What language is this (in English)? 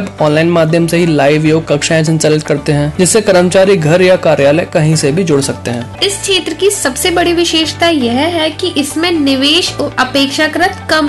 Hindi